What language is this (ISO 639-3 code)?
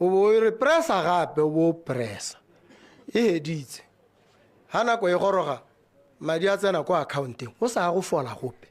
tsn